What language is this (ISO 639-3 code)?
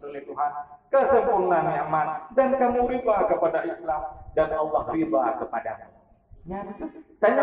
ace